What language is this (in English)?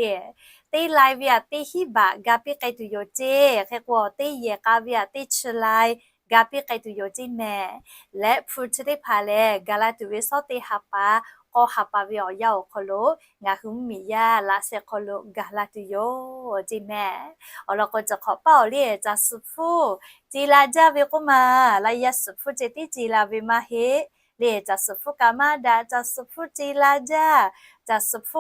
Lahu